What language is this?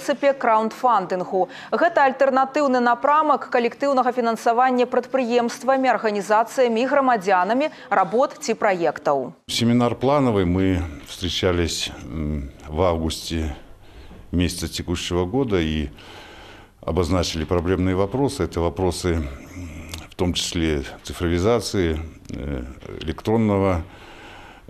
Belarusian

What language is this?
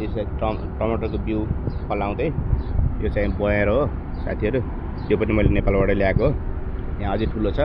Nepali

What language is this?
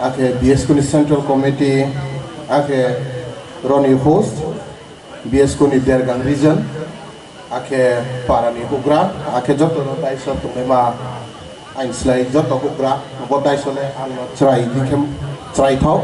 Riang (India)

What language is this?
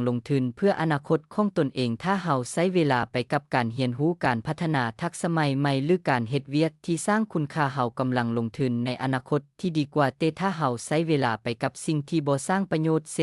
Lao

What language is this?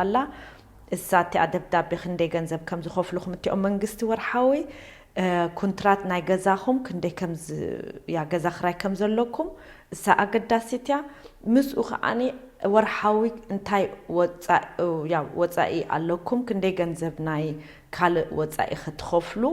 Tigrinya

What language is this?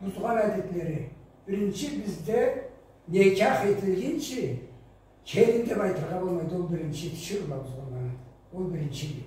Karachay-Balkar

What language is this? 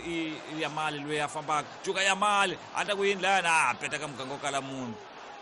Tsonga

